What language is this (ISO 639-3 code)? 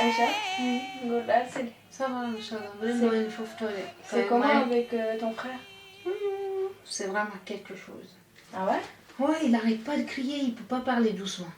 ful